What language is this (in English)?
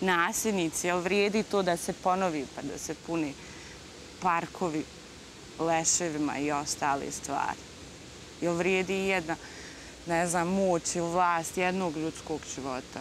Bosnian